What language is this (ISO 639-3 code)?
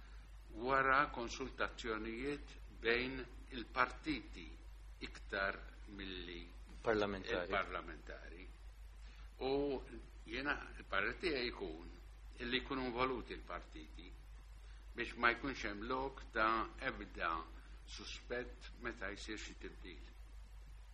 mlt